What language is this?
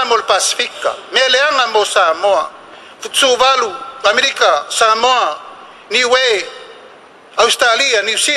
Samoan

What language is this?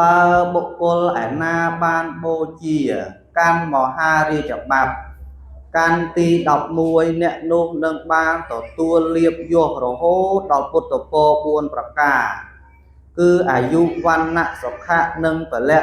Khmer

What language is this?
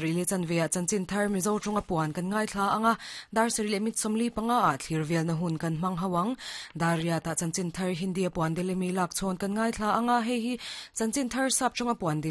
Mizo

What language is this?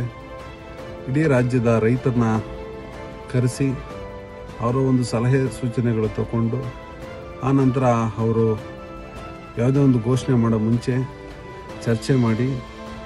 Kannada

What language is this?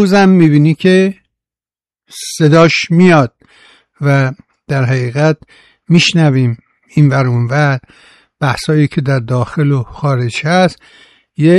Persian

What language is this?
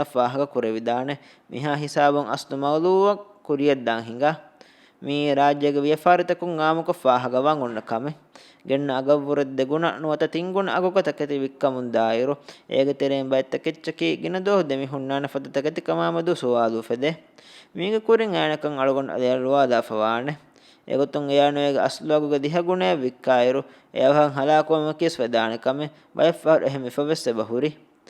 Divehi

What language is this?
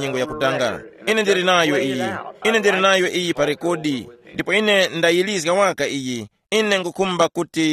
Tumbuka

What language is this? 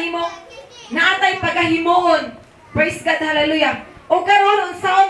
Cebuano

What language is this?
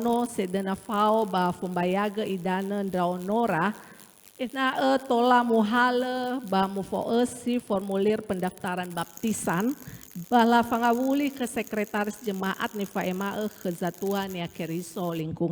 Nias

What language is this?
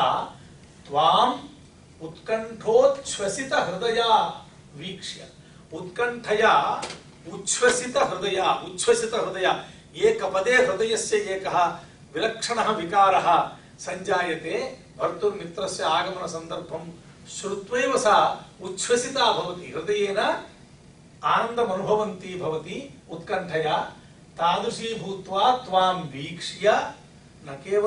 Sanskrit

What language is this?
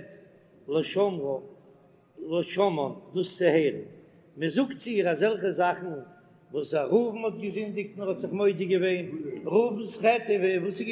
Yiddish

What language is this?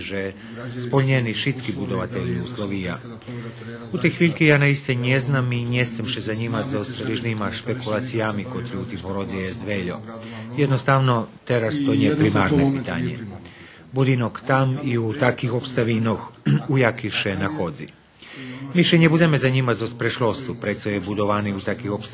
Rusyn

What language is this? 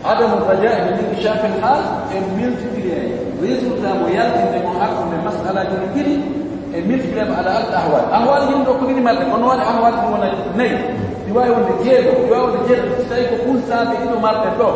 Pular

